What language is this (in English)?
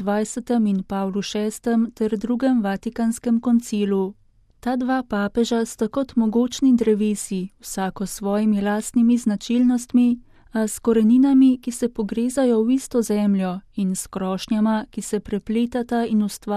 Slovenian